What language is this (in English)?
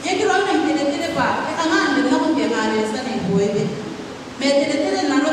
Gilbertese